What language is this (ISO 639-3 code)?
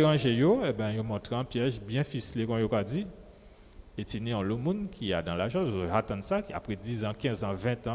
gcf